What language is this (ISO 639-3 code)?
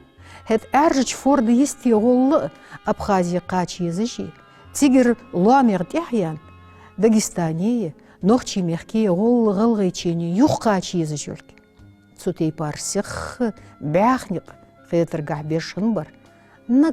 inh